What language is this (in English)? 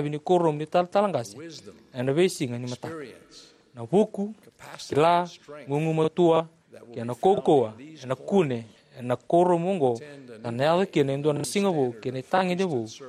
Fijian